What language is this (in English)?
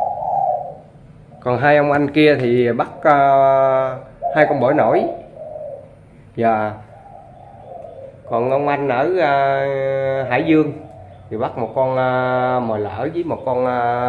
Vietnamese